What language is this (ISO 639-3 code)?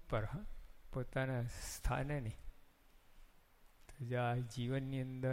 guj